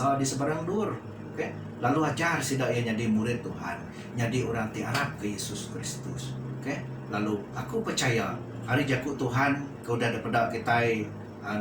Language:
Iban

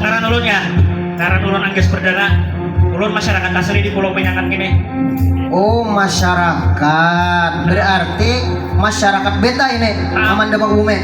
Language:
Banjar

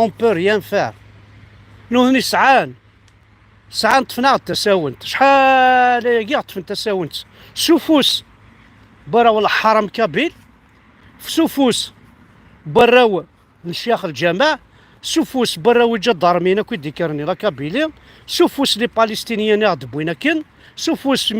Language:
Kabyle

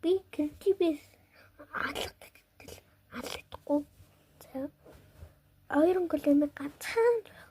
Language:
Mongolian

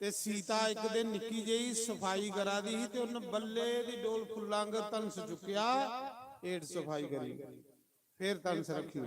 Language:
Dogri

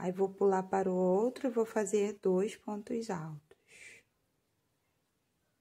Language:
Portuguese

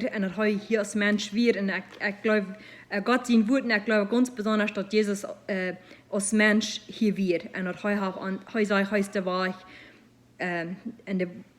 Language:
Plautdietsch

